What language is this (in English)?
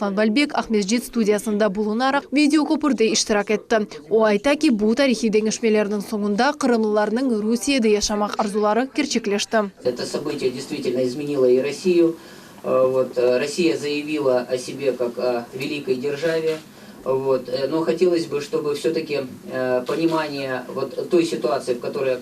Crimean Tatar